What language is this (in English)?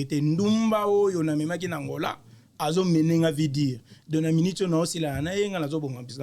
Lingala